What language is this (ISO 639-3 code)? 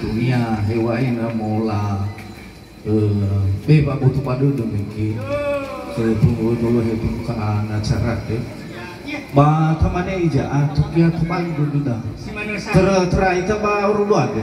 nia